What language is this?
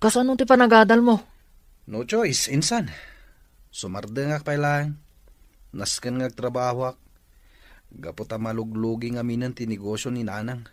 Iloko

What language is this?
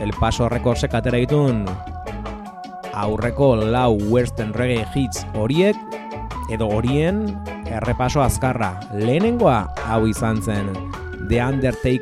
Basque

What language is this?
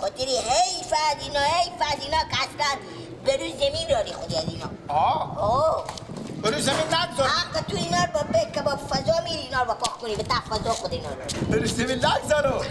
Persian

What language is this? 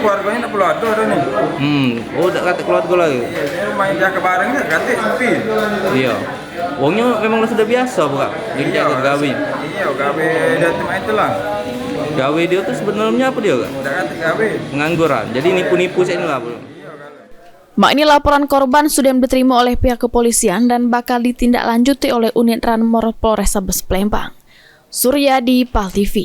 Musi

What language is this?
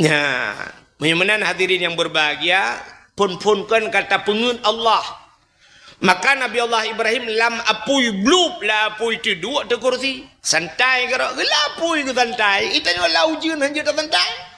Achinese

